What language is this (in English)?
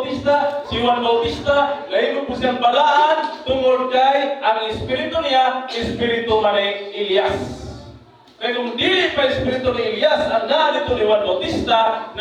Cebuano